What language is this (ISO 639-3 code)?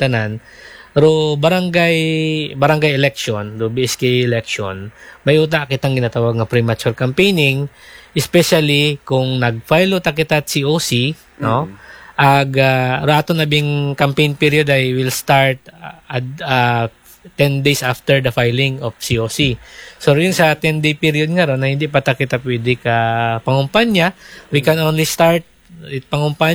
akl